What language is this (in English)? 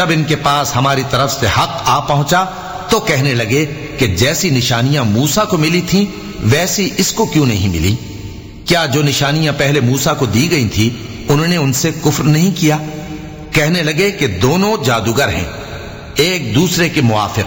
Urdu